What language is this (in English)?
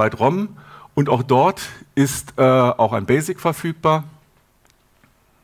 German